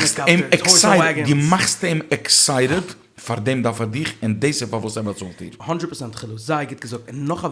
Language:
Yiddish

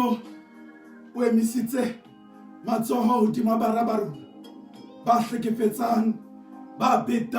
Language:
Southern Sotho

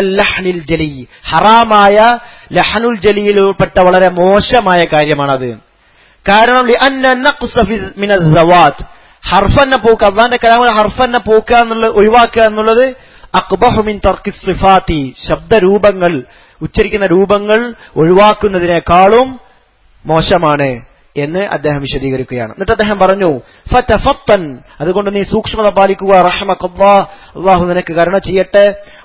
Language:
Malayalam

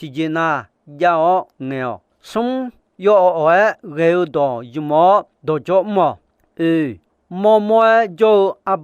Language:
Akha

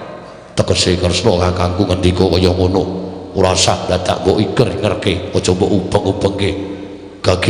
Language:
Javanese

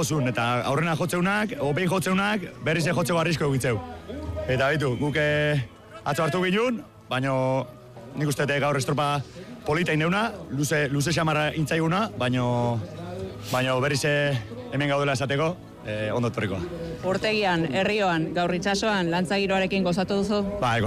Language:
Basque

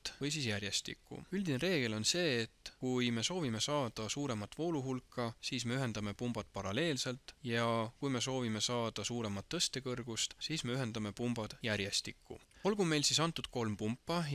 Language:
Estonian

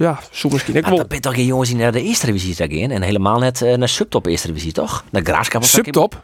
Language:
Western Frisian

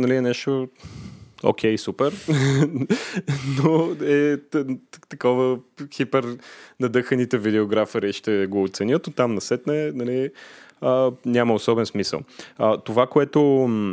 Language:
Bulgarian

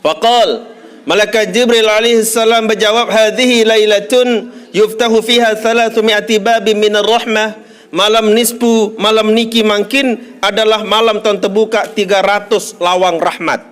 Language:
Sasak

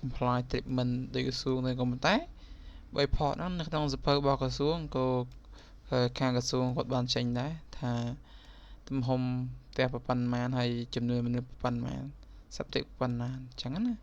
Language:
Khmer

